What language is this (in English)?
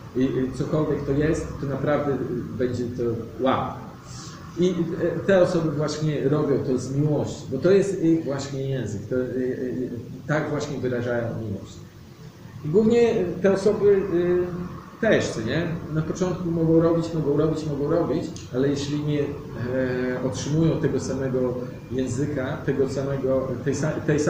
Polish